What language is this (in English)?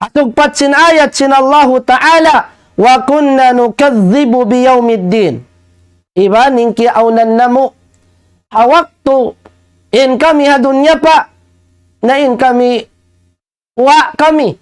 Tausug